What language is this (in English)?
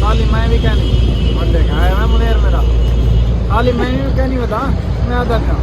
Saraiki